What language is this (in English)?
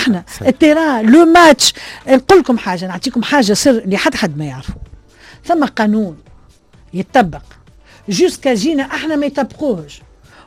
Tunisian Arabic